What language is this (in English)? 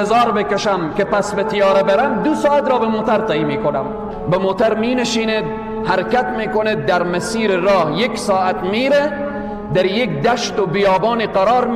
Tajik